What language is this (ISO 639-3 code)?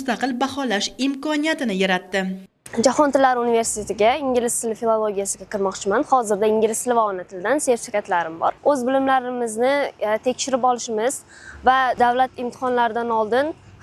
uzb